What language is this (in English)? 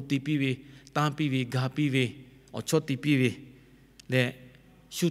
Lahu